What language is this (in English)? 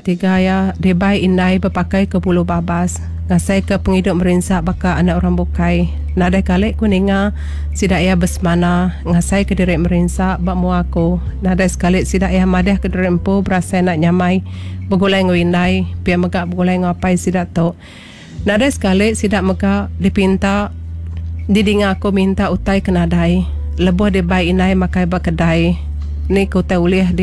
Iban